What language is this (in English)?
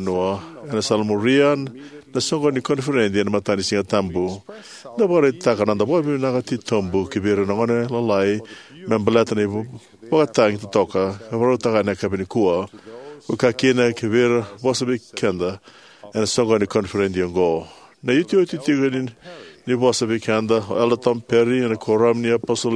Fijian